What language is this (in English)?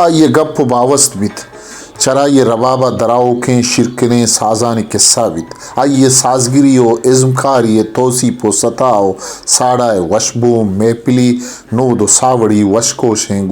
Baluchi